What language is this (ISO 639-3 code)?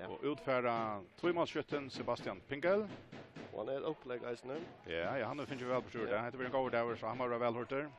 fao